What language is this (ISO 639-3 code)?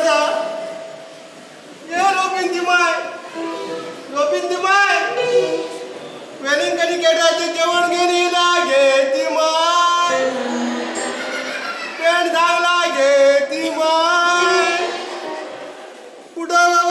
kok